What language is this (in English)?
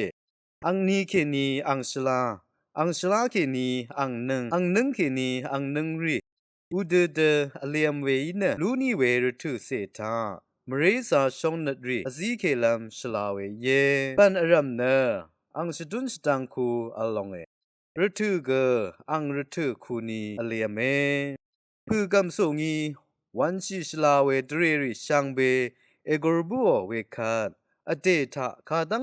Rawang